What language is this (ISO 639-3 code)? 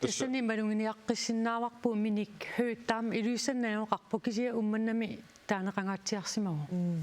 kal